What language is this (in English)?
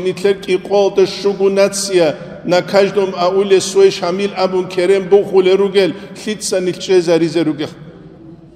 Avaric